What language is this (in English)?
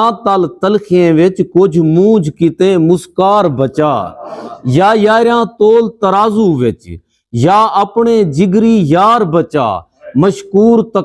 Saraiki